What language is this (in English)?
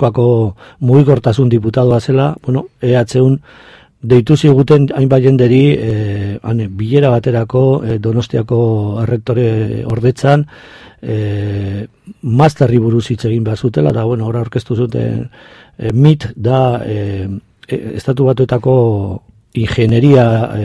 Basque